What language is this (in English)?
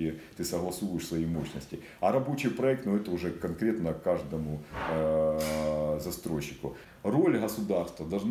Russian